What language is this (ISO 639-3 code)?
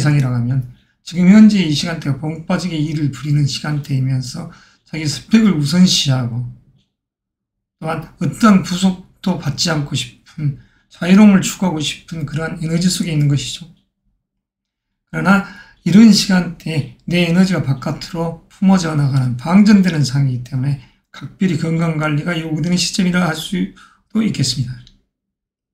kor